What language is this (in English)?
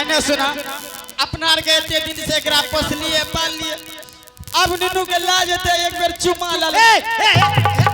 Angika